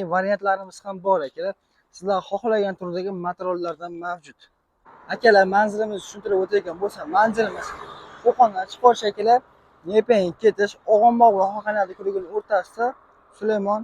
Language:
Uzbek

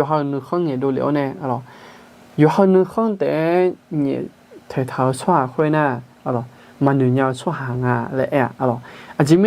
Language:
Akha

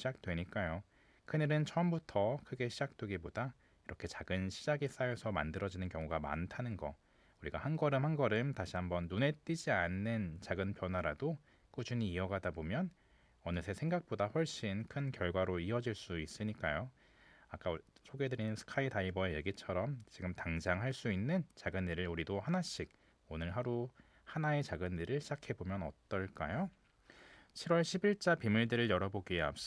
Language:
Korean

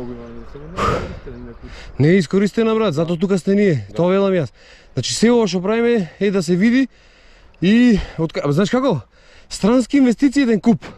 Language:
Macedonian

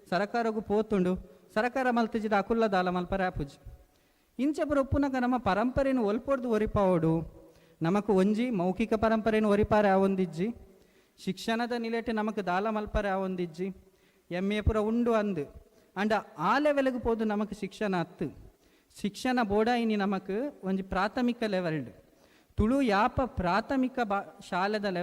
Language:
Tulu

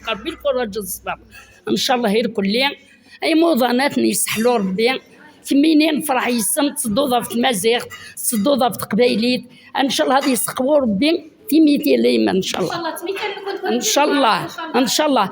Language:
Kabyle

